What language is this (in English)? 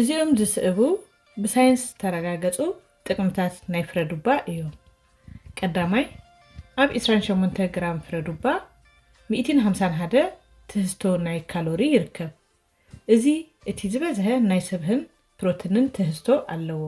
Tigrinya